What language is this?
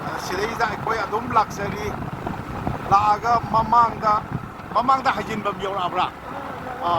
Manipuri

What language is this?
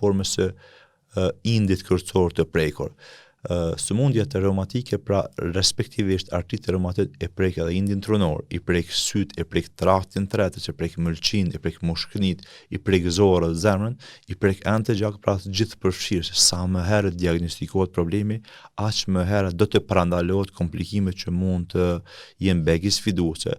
Albanian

